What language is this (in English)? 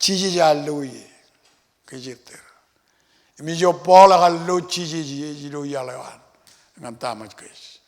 Marshallese